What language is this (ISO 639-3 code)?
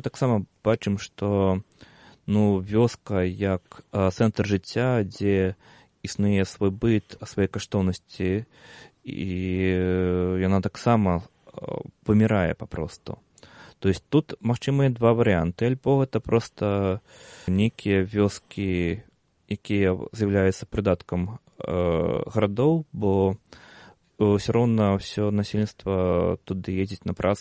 bel